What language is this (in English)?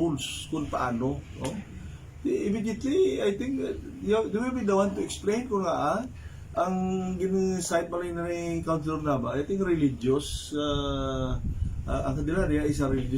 Hiligaynon